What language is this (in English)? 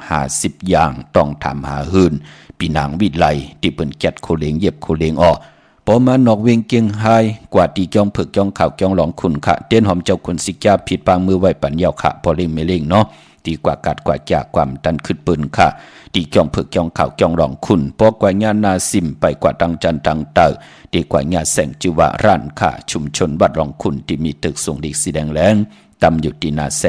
Shan